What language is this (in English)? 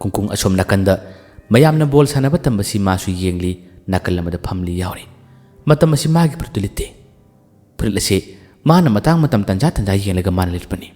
Manipuri